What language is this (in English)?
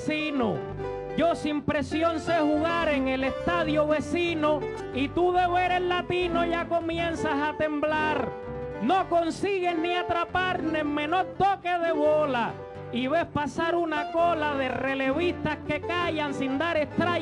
Spanish